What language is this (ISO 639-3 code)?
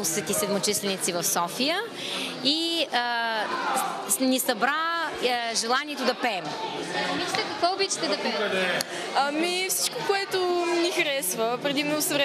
bul